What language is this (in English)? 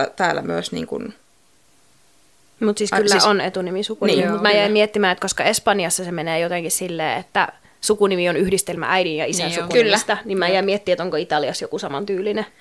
Finnish